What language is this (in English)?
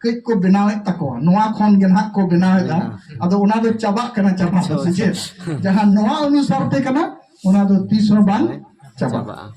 Santali